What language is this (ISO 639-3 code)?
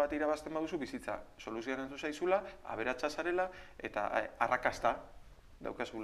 eus